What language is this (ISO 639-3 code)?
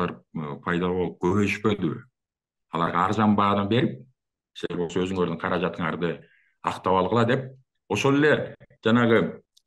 kir